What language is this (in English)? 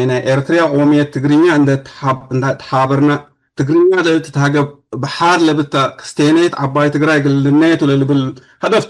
Tigre